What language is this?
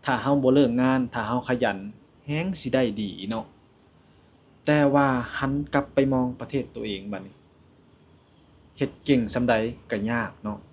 Lao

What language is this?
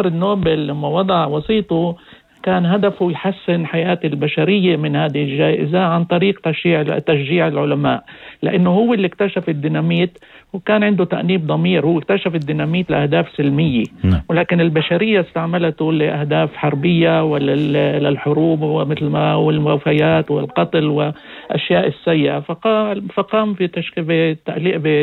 North Levantine Arabic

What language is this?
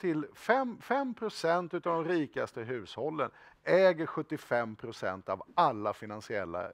Swedish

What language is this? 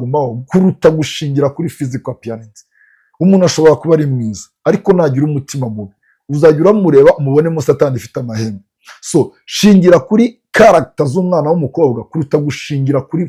Kinyarwanda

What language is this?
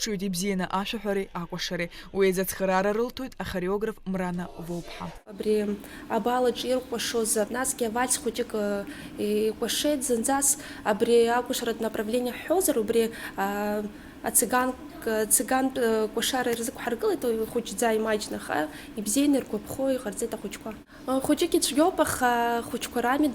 Abkhazian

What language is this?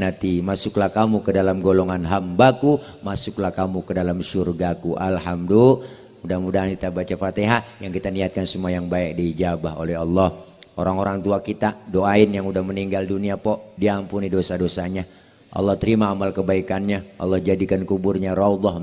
Betawi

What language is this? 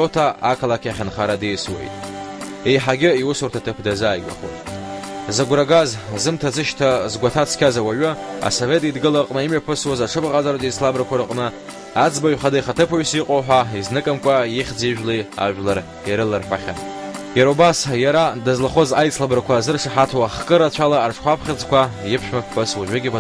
Abkhazian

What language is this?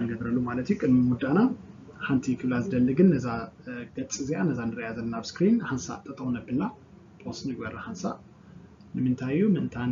Tigrinya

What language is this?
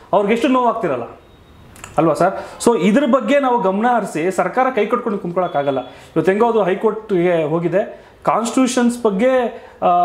Kannada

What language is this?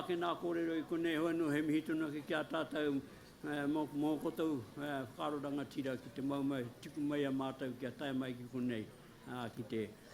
Māori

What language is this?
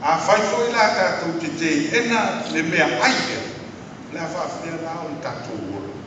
Samoan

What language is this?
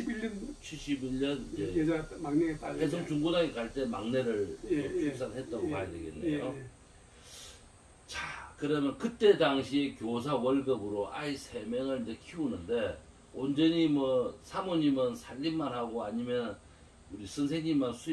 Korean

